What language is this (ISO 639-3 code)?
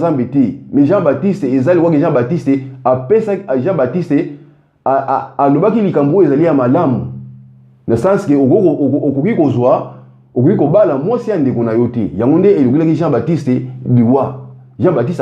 lin